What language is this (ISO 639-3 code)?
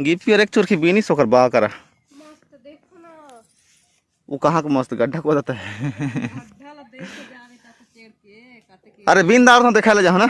hne